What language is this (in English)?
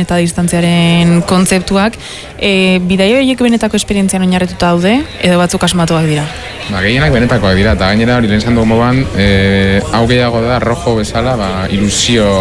Basque